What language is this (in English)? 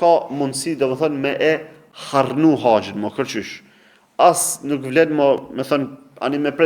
Albanian